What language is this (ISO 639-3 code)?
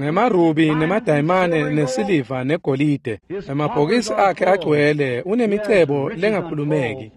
ssw